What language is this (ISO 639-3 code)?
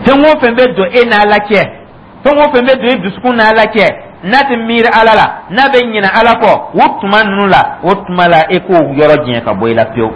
dyu